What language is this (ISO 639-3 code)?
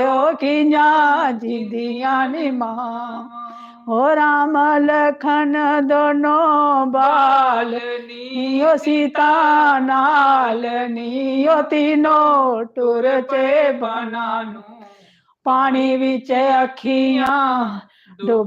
doi